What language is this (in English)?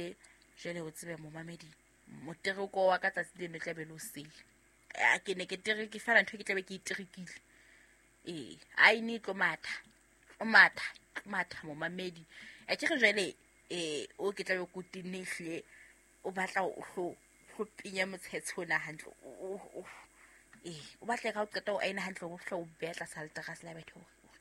Southern Sotho